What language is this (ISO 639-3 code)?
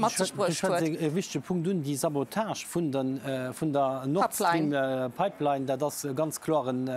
ltz